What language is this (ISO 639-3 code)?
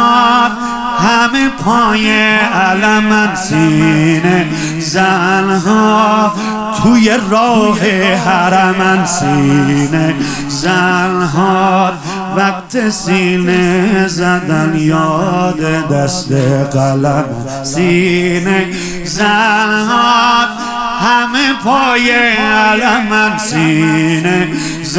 fas